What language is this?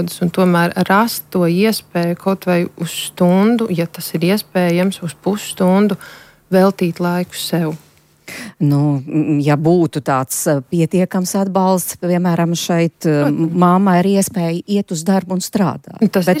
Latvian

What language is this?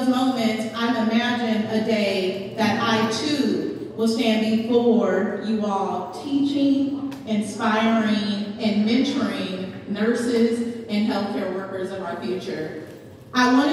English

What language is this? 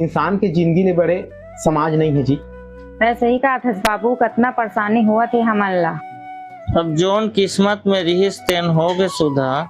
Chhattisgarhi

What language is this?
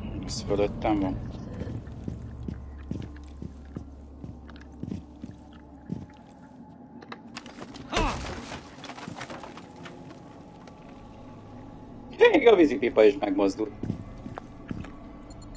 Hungarian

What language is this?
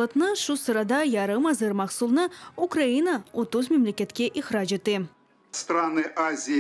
Crimean Tatar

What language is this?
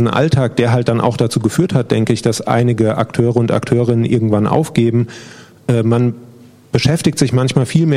German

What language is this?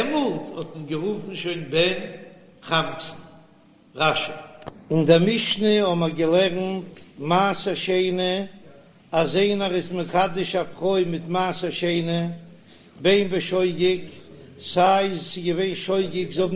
Yiddish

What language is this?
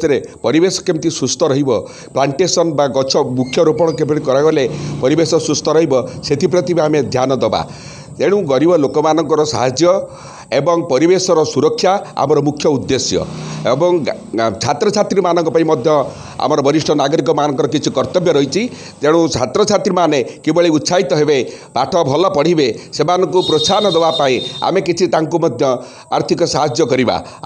Odia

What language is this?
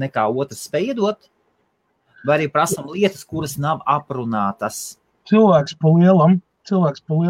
Latvian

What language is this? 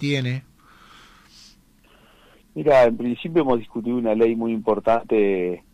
Spanish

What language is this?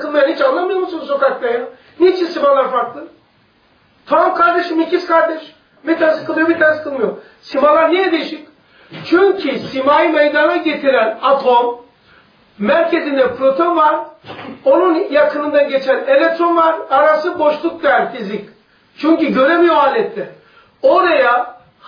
Turkish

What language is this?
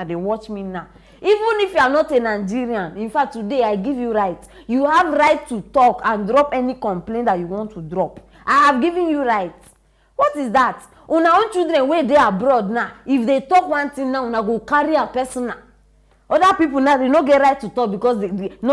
Nigerian Pidgin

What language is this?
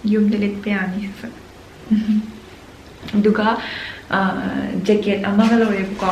Manipuri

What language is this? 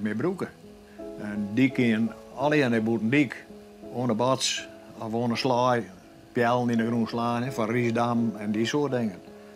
Western Frisian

